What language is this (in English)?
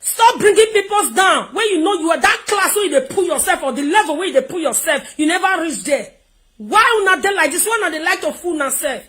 Nigerian Pidgin